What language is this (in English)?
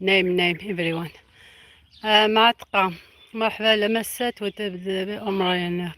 Algerian Arabic